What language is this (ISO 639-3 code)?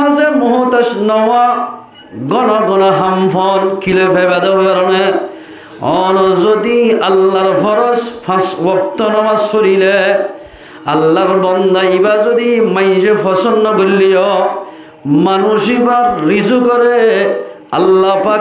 rhg